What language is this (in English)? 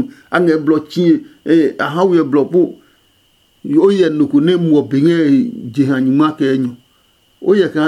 Adangme